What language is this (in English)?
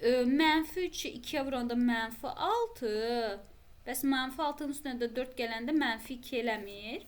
Azerbaijani